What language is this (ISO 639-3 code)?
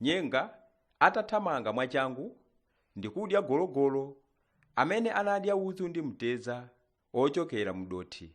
nya